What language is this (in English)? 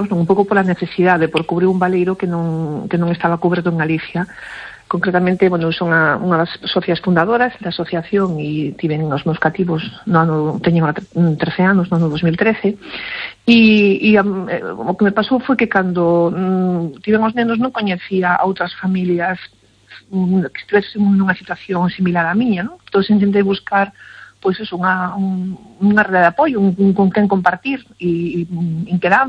Galician